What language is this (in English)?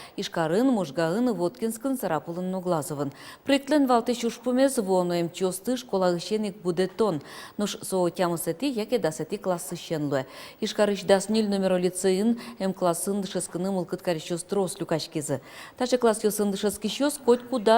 Udmurt